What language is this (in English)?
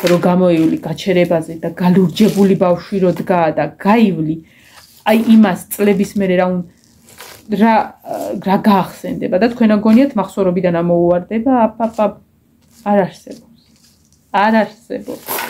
Georgian